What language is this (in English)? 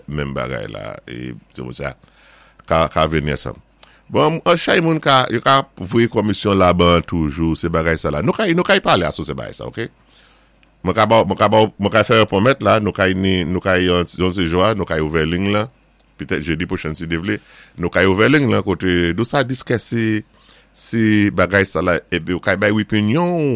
Saint Lucian Creole French